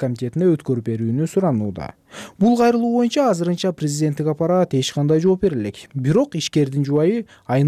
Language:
Kyrgyz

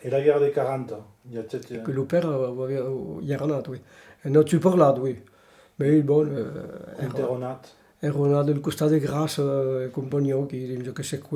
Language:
Occitan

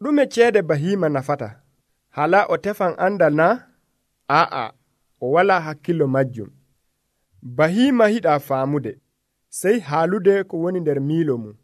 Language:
Nigerian Fulfulde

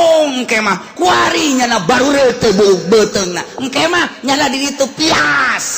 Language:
Sundanese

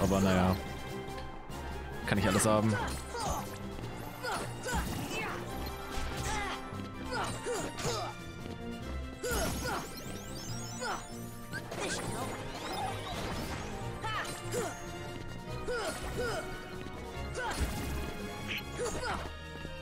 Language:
German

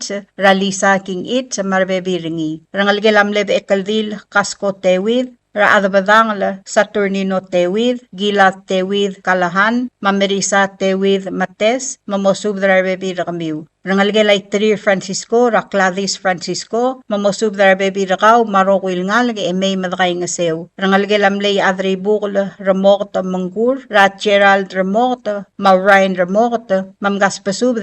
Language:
Palauan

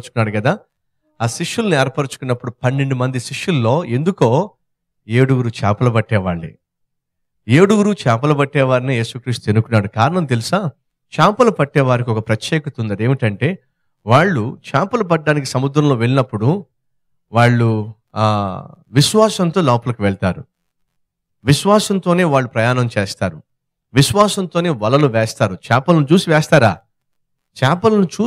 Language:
Telugu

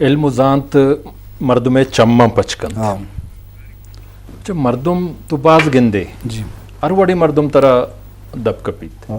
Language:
Eastern Balochi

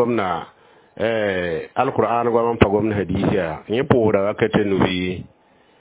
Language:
Mossi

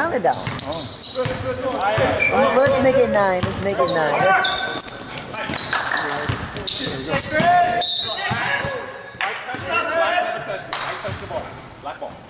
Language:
English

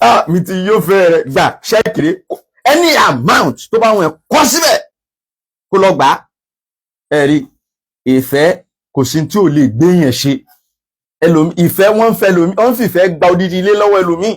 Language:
Yoruba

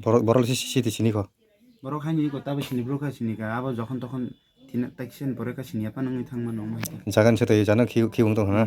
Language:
Kok Borok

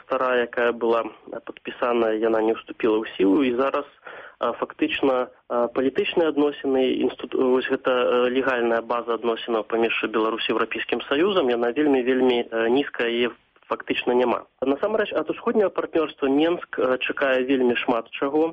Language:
Belarusian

